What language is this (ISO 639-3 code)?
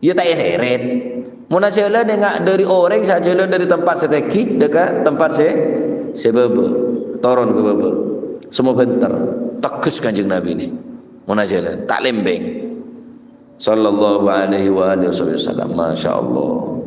mad